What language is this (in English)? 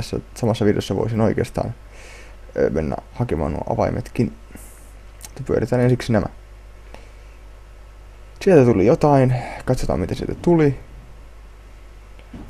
Finnish